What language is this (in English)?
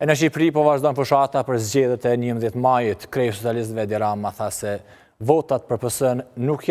Albanian